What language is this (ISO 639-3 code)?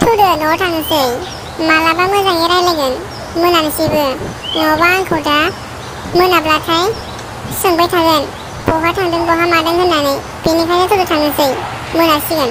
brx